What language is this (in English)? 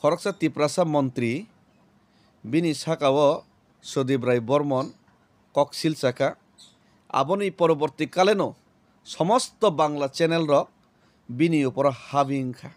Kok Borok